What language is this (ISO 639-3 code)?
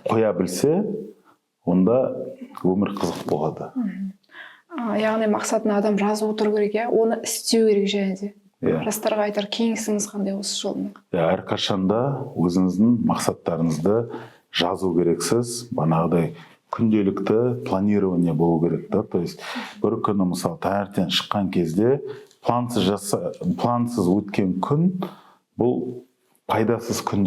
kaz